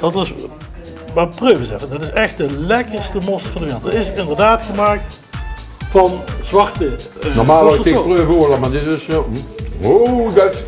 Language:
Limburgish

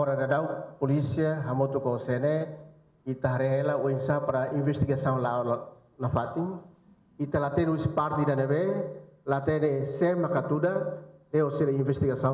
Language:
Tetum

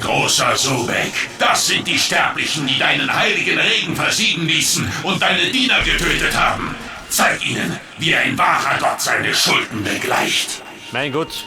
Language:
Bavarian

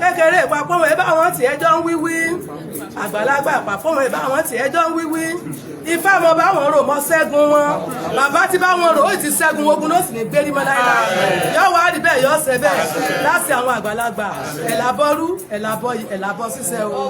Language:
Yoruba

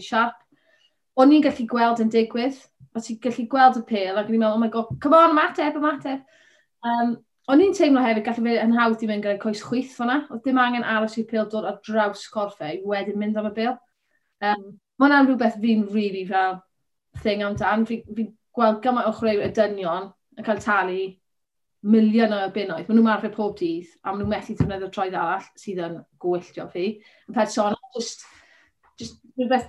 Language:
Welsh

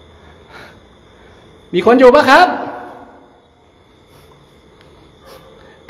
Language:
Thai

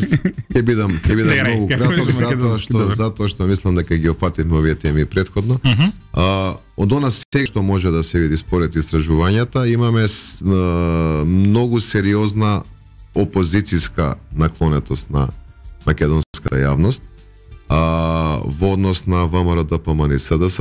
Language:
Macedonian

